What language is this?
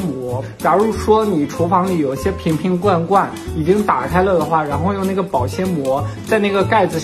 Chinese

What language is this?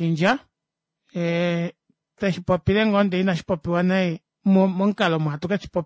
Kuanyama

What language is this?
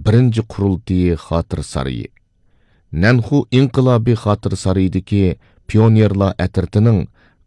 Uyghur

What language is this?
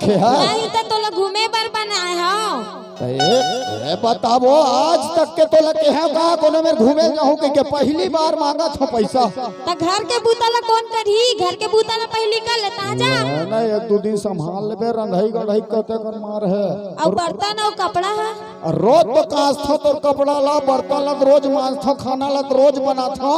Chhattisgarhi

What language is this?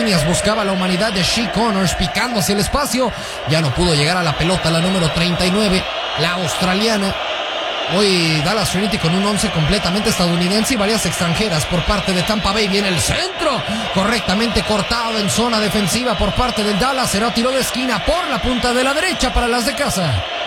Spanish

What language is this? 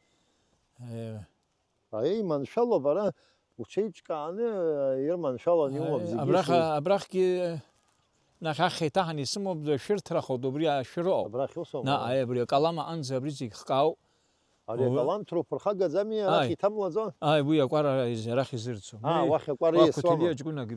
Abkhazian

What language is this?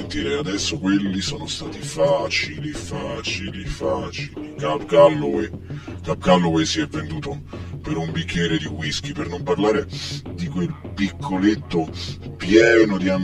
Italian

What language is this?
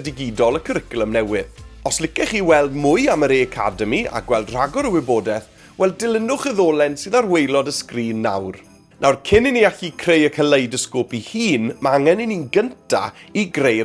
Welsh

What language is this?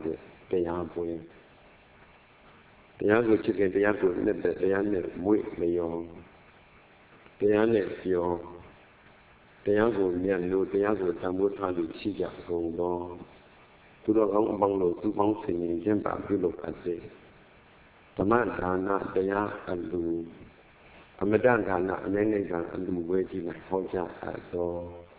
Burmese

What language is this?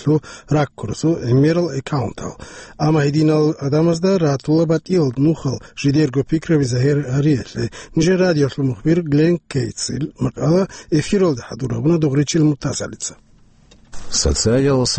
Avaric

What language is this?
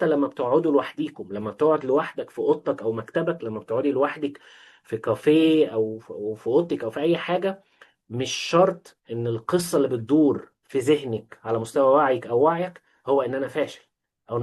Egyptian Arabic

